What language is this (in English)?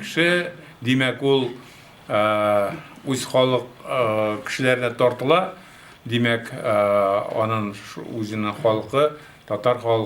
Tatar